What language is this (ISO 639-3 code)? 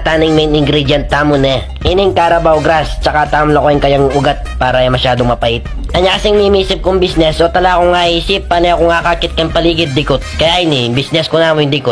pam